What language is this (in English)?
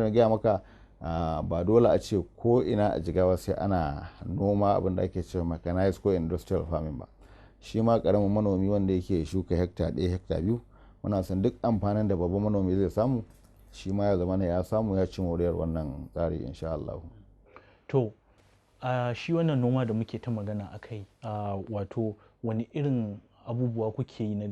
Hausa